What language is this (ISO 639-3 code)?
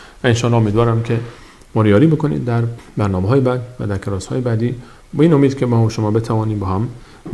fas